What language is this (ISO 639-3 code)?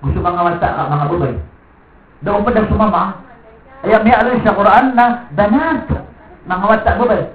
mrw